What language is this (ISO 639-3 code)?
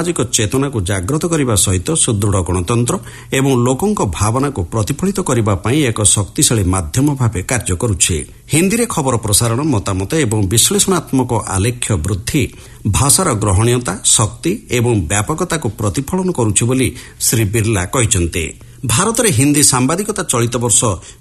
ori